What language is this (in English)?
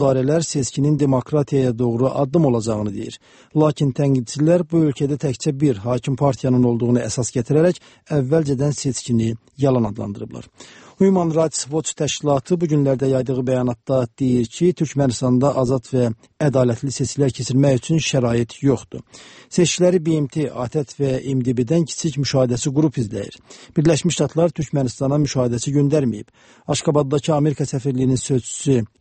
Azerbaijani